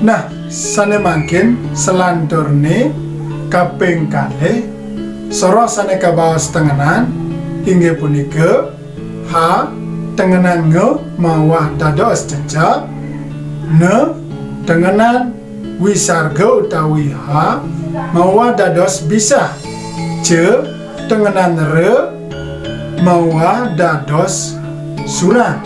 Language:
Balinese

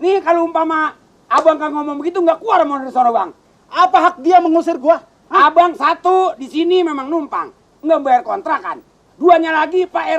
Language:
Betawi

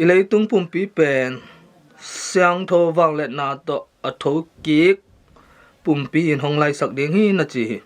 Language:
Tedim Chin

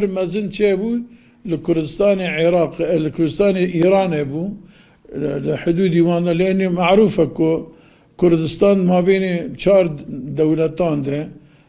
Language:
Kurdish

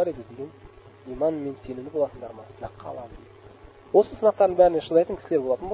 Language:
Kazakh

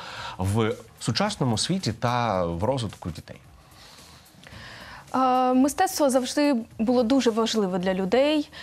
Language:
Ukrainian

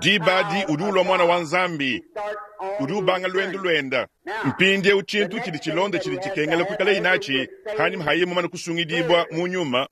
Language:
Luba-Lulua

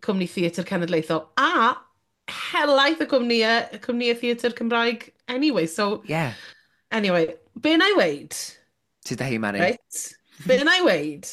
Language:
Welsh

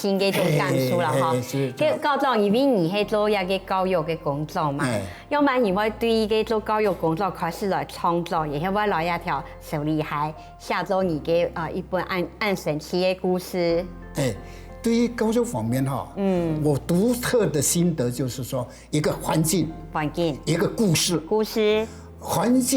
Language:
Hakka Chinese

